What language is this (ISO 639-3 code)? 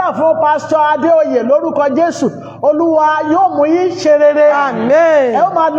yor